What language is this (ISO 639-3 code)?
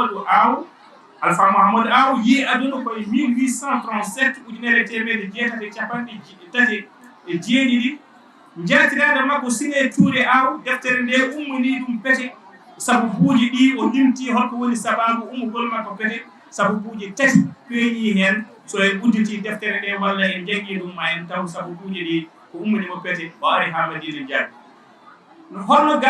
ful